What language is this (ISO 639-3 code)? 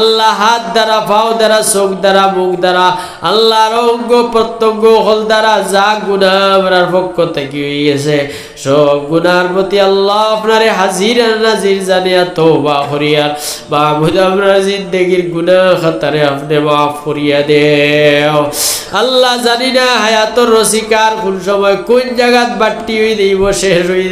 syl